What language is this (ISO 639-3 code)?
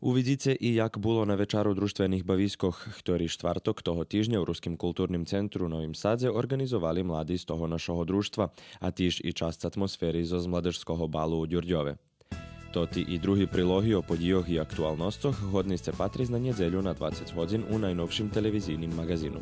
rue